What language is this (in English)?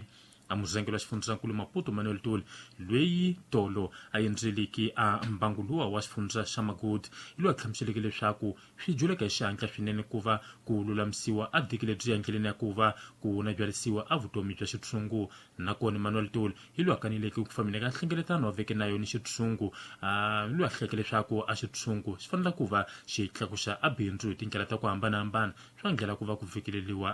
Tsonga